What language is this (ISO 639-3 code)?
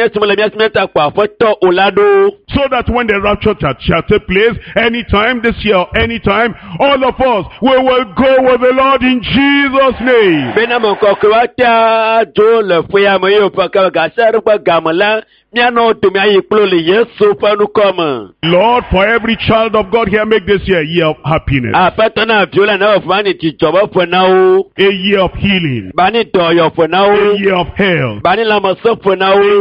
ewe